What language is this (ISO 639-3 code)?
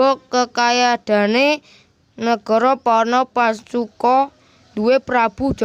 jav